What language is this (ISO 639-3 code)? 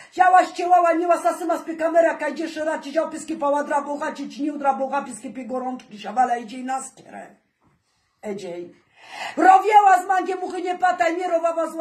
pol